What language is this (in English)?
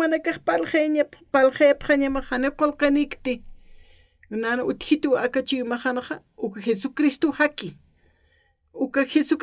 Aymara